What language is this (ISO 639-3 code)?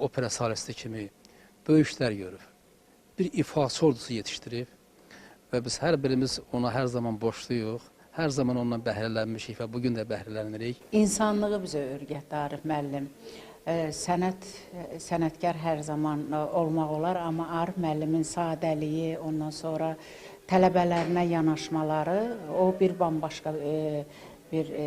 aze